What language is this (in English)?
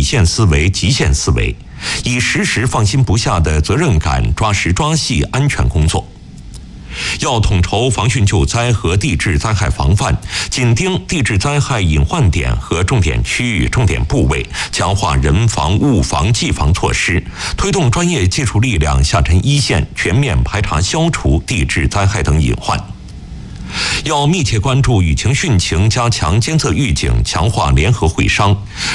Chinese